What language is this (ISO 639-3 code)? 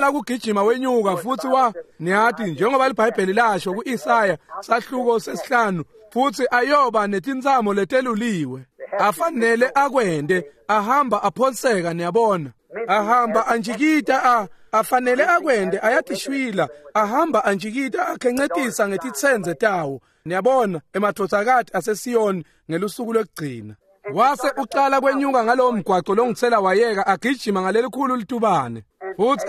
ssw